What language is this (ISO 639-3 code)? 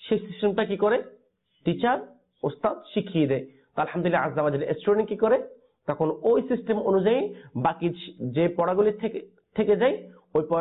ben